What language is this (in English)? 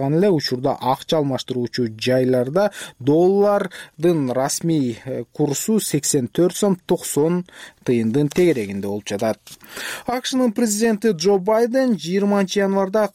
Kyrgyz